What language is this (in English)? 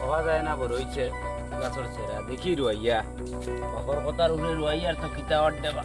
Sylheti